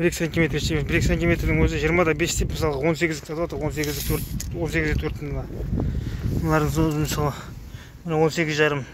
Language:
Kazakh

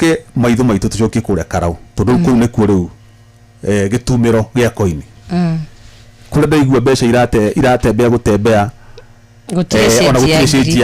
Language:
Kikuyu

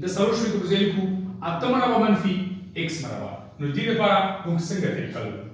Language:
Pashto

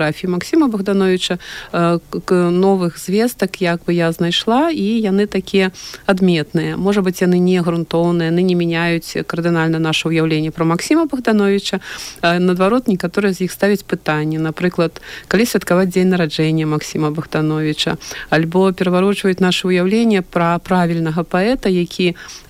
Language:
Belarusian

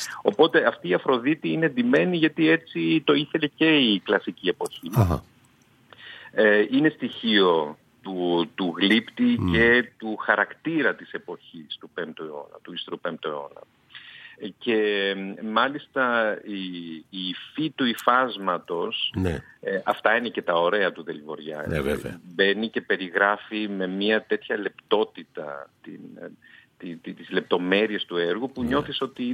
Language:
Greek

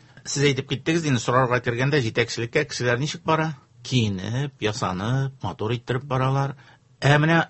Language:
Tatar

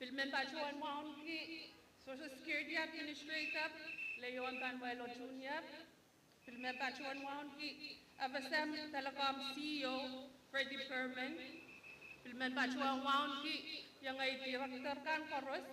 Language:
Pohnpeian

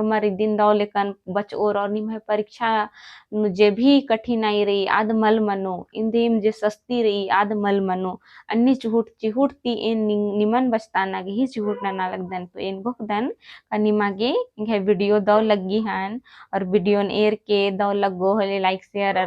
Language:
Kurukh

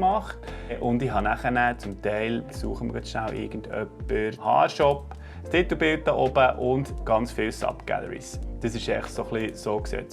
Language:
Swiss German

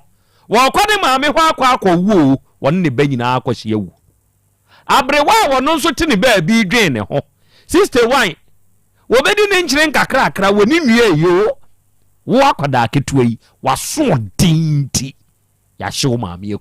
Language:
Akan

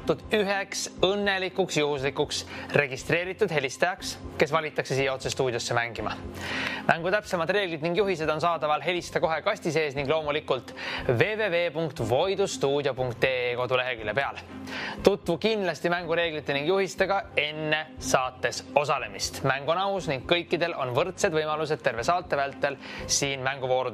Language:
Estonian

